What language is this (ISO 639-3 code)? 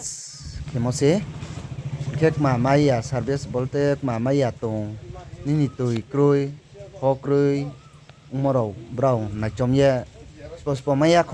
ria